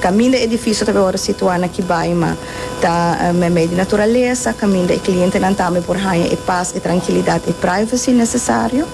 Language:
Papiamento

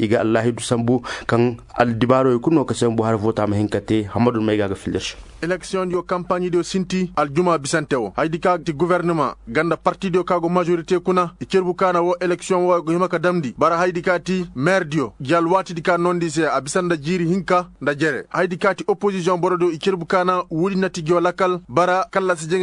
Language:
Koyraboro Senni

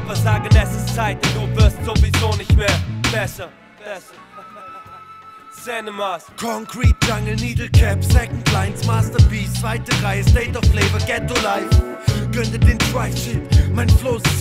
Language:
German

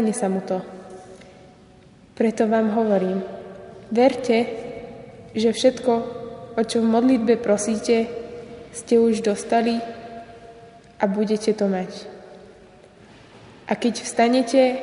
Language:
Slovak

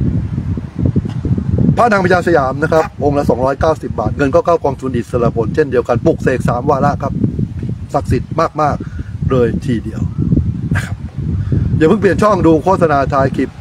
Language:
Thai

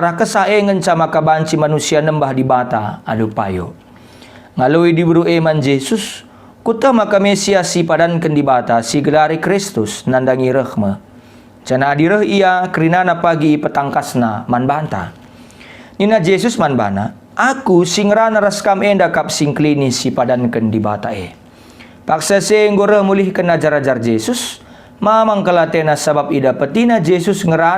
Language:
Batak Karo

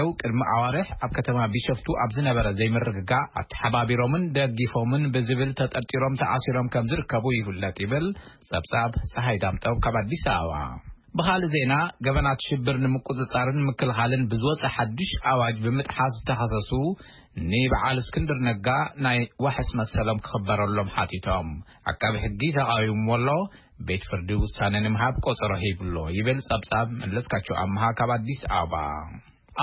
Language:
Tigrinya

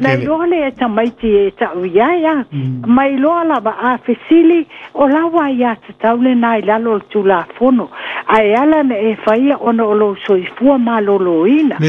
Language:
Samoan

